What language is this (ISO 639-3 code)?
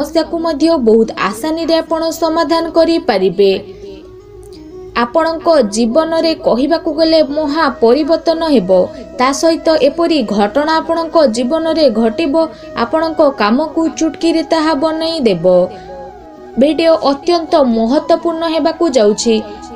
ori